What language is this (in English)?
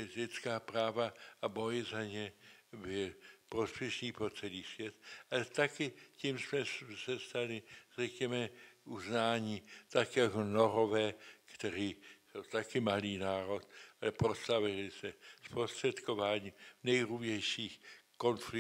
Czech